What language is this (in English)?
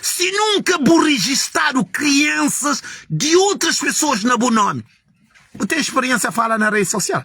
Kabuverdianu